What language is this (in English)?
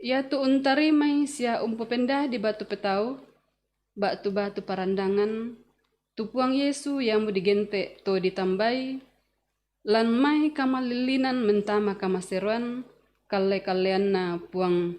Toraja-Sa'dan